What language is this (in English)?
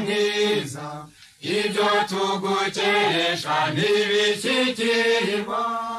Kinyarwanda